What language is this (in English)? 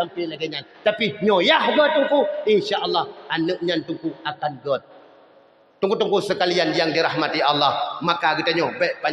Achinese